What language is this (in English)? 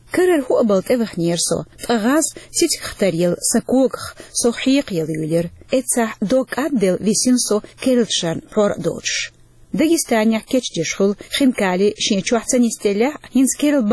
Chechen